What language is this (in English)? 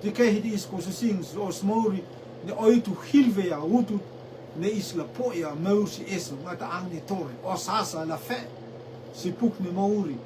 Rotuman